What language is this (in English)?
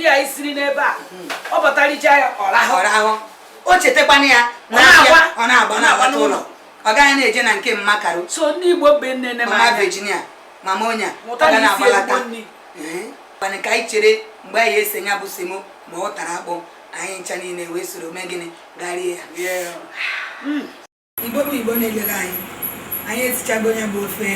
Igbo